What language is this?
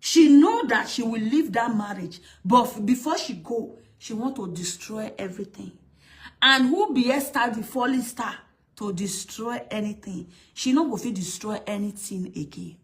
Nigerian Pidgin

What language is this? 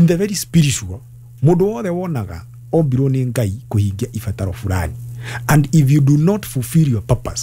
Kikuyu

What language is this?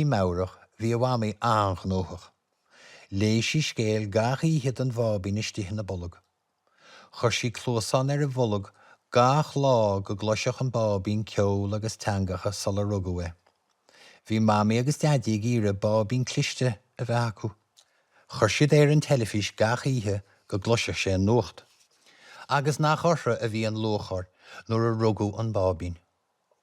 Irish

